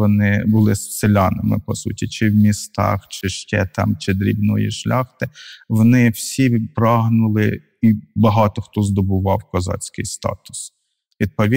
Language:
Ukrainian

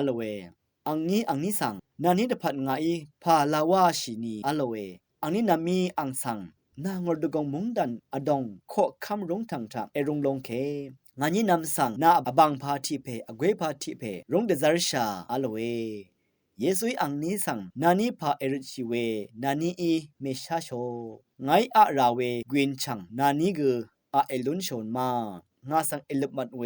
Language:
Rawang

